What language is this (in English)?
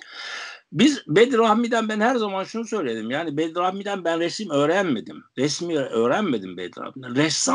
Turkish